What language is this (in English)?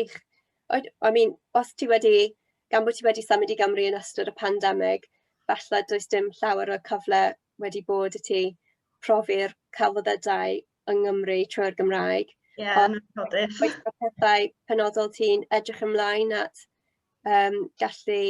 Welsh